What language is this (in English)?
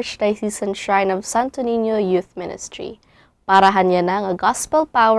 Waray